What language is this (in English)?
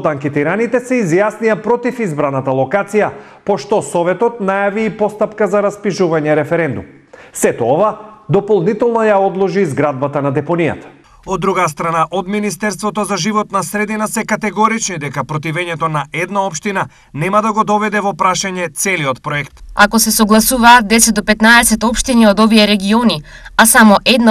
Macedonian